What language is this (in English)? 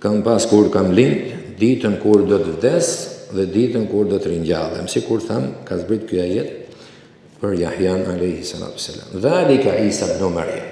Albanian